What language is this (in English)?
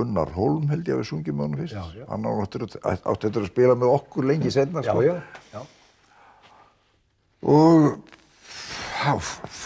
Icelandic